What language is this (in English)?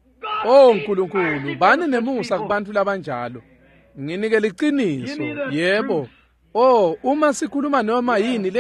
Swati